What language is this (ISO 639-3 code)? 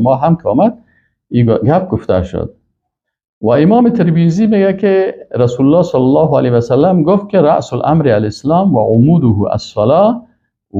fas